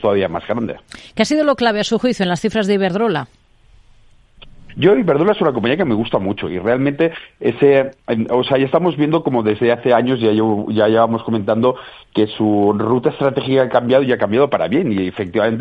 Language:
Spanish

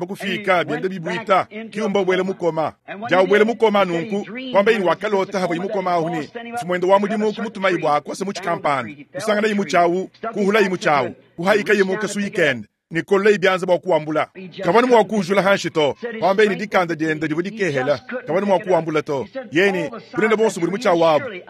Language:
Luba-Lulua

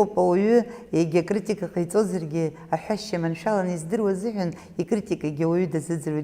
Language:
Abkhazian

